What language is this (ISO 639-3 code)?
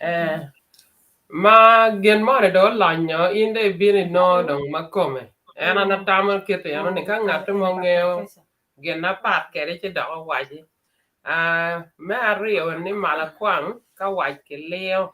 ach